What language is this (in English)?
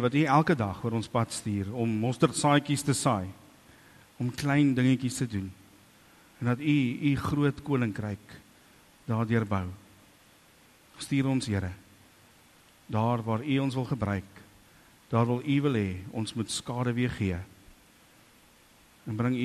Afrikaans